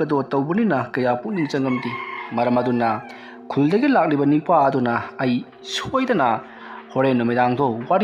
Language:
Manipuri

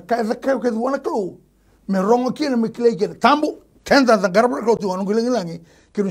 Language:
Fijian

